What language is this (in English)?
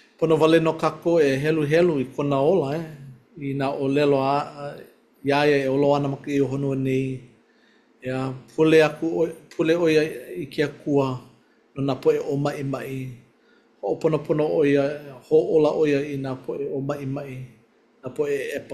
Hawaiian